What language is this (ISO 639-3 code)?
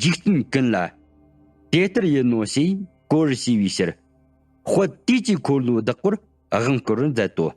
bod